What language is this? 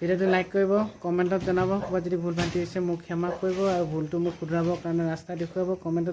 Assamese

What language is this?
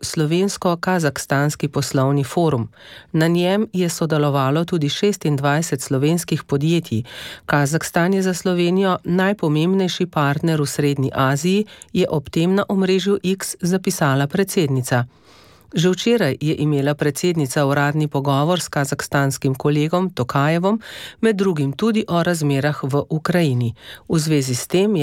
Slovenian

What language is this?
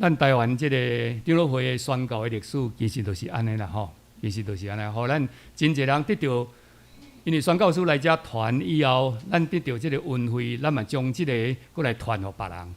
Min Nan Chinese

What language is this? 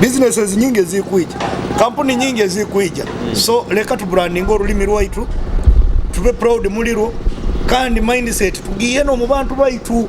Nyoro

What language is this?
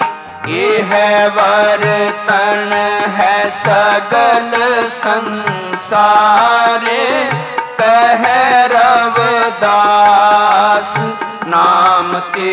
Punjabi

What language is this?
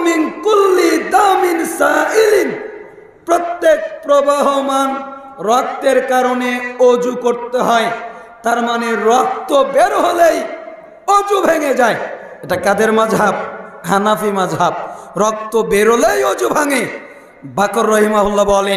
Bangla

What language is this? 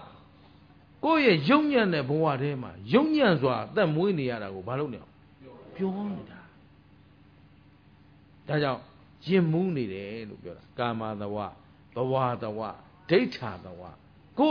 Burmese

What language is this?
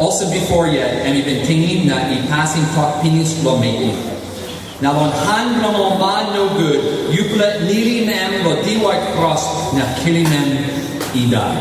Tok Pisin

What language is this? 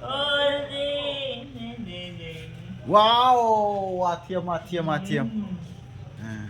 Darlong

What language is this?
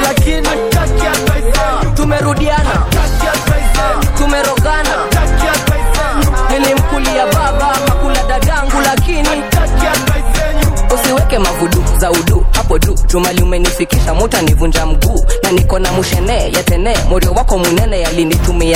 Swahili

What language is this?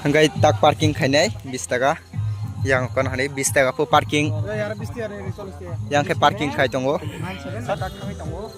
Kok Borok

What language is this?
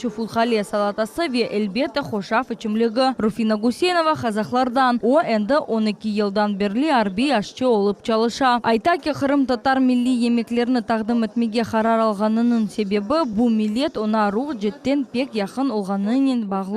Crimean Tatar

